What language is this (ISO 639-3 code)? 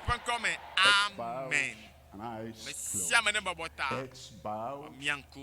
ewe